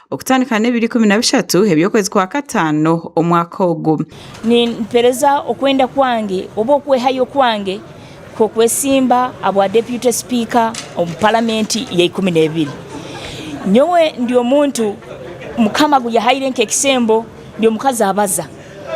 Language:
Nyankole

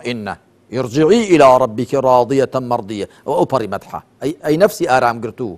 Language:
Central Kurdish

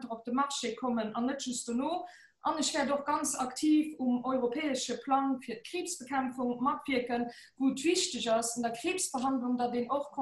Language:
Luxembourgish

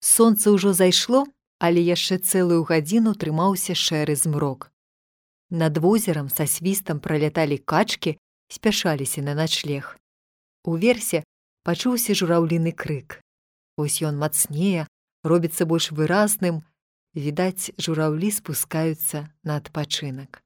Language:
Belarusian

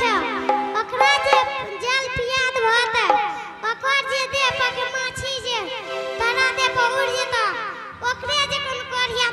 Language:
Angika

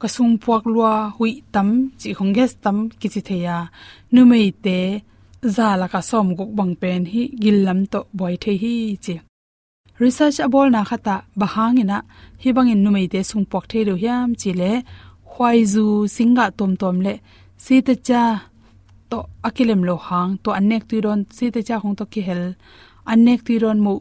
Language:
Tedim Chin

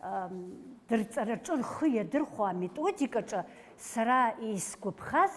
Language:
Abkhazian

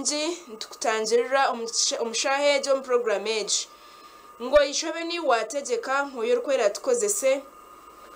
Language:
Nyankole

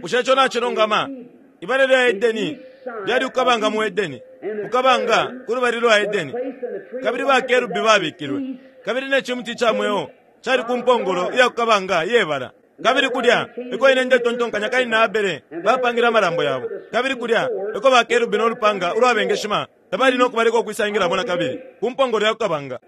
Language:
Bemba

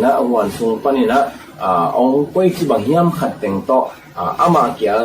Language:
Tedim Chin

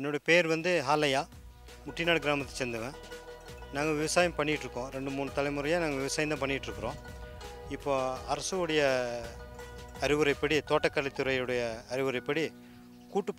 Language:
Tamil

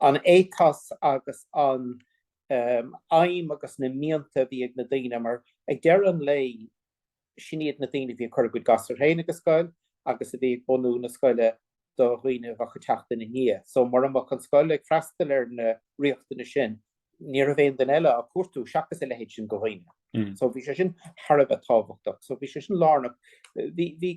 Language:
Irish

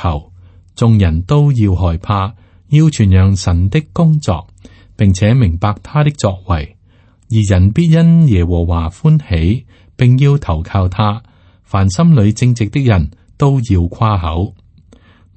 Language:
Cantonese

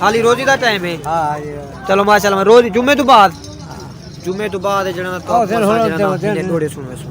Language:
Saraiki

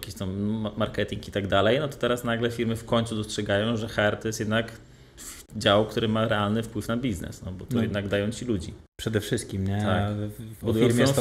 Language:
Polish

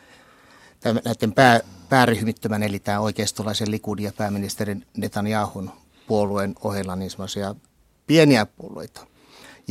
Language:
Finnish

